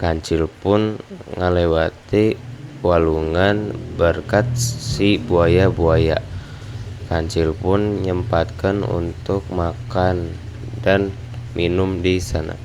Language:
Sundanese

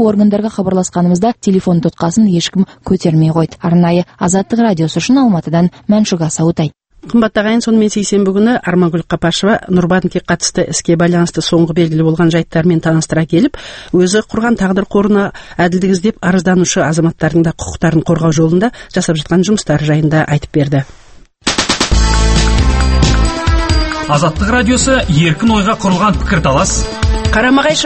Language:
Kazakh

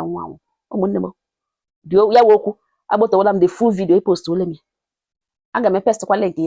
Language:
Igbo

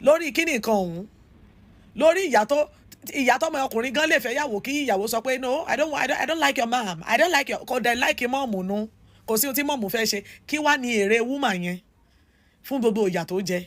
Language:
Yoruba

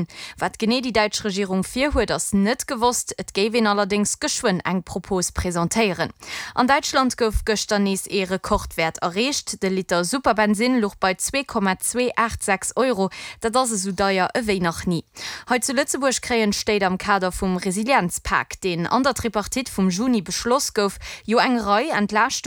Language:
Luxembourgish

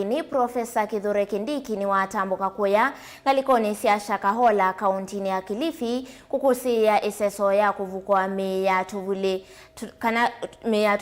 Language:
Kamba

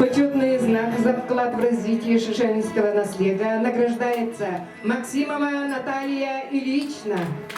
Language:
Yakut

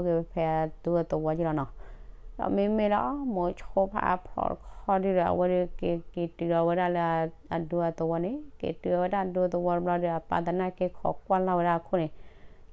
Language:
S'gaw Karen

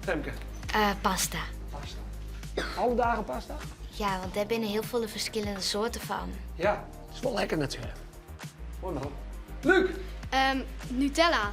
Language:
Western Frisian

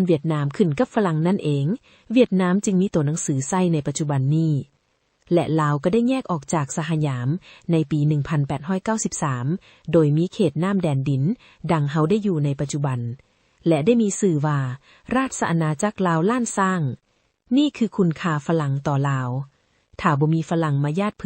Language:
Lao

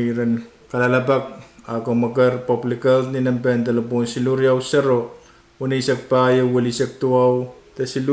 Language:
Pohnpeian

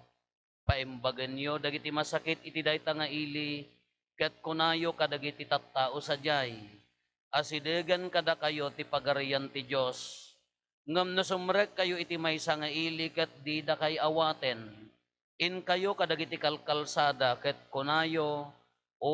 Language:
Iloko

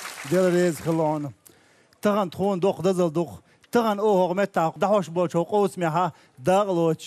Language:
Chechen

